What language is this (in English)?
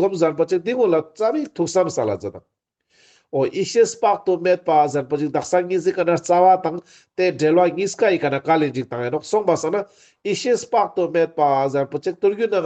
Ladakhi